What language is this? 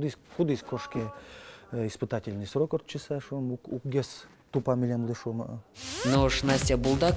Udmurt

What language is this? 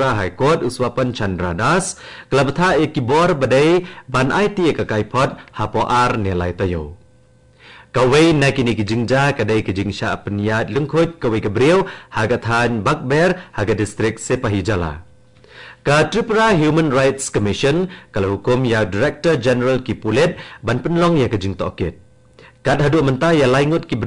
Khasi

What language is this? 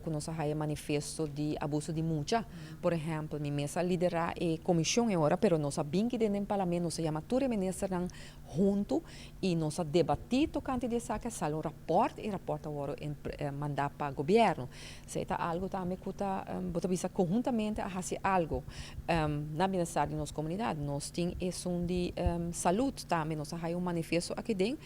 Papiamento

